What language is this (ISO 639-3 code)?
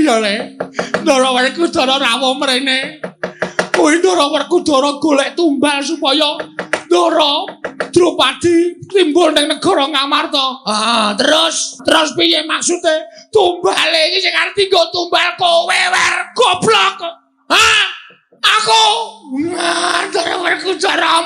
jav